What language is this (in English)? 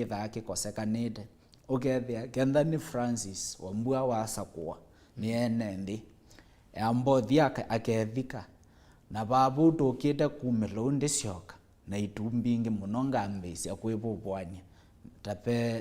Kamba